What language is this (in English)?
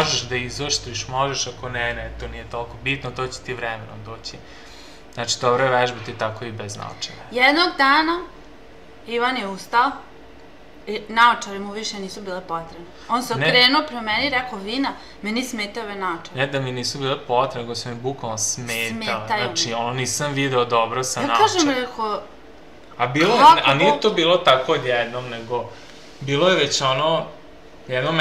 Serbian